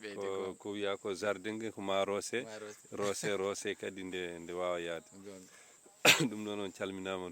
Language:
Fula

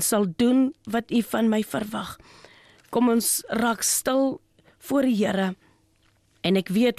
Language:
Afrikaans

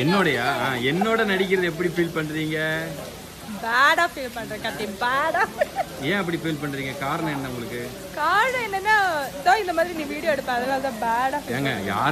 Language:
Tamil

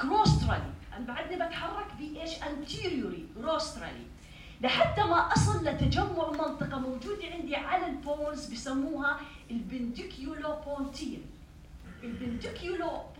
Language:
North Levantine Arabic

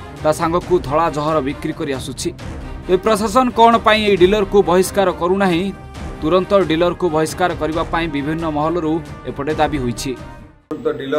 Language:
Odia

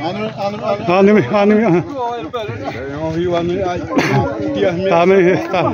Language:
Xavánte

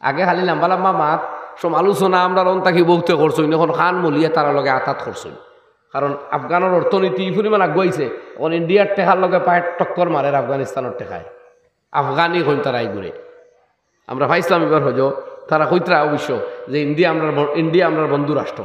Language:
Sylheti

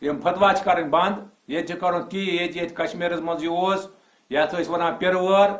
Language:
Kashmiri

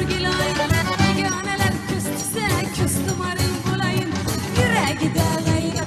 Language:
Crimean Tatar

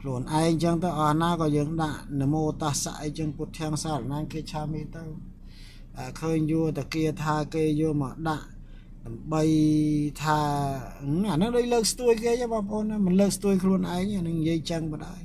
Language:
Khmer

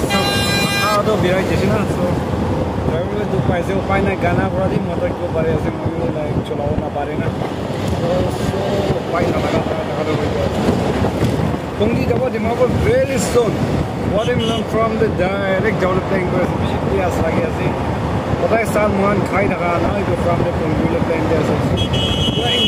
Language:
Naga Pidgin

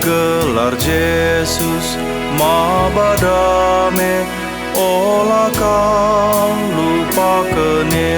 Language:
Batak Karo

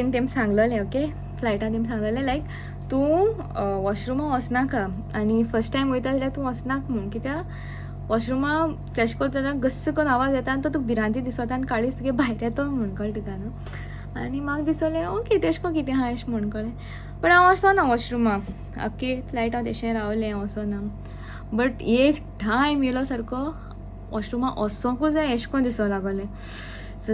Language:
Konkani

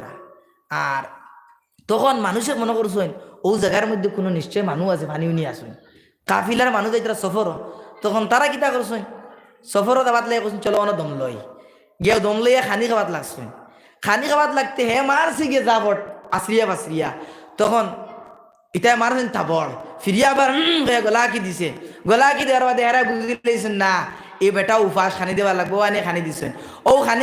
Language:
Sylheti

